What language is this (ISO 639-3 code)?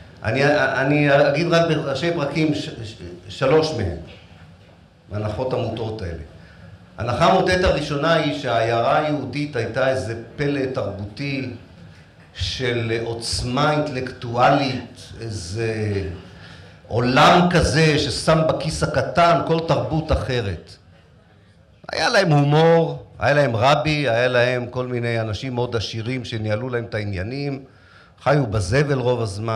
heb